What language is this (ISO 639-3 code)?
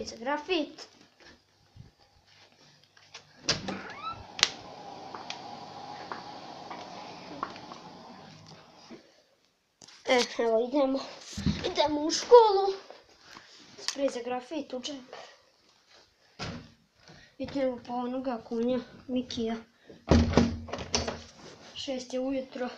hrv